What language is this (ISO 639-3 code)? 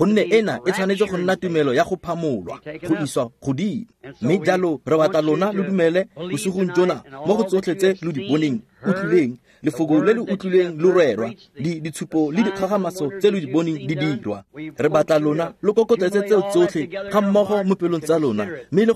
tsn